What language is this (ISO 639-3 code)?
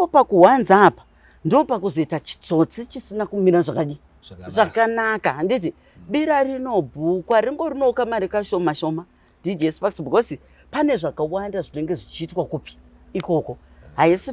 sna